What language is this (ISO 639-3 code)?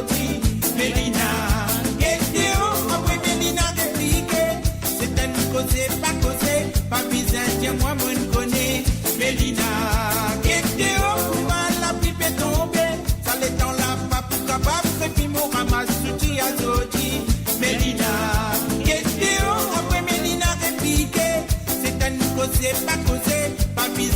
mfe